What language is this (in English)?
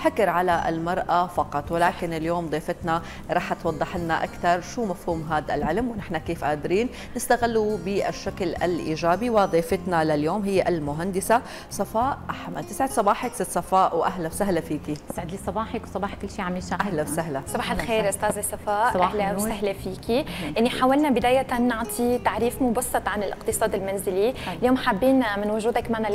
North Levantine Arabic